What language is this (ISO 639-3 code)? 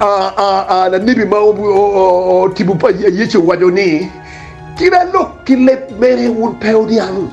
ach